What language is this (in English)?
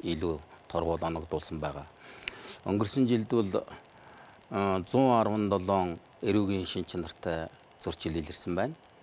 Mongolian